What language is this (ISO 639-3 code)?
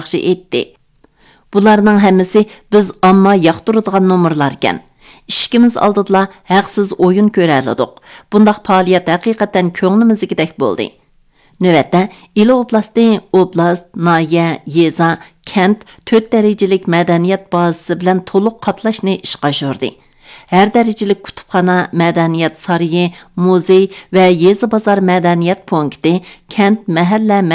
uig